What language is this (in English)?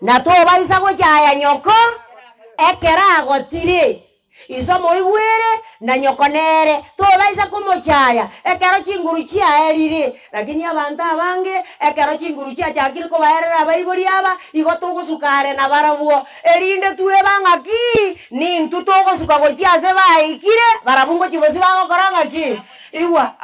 Gusii